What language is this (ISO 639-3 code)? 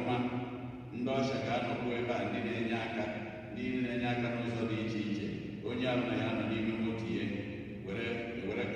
ibo